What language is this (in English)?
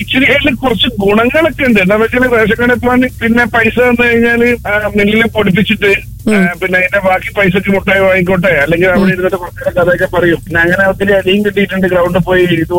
Malayalam